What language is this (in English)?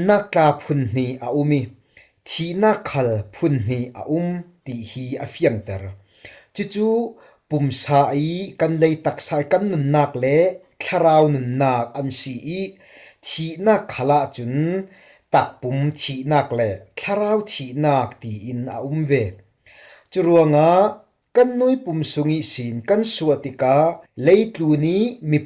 Falam Chin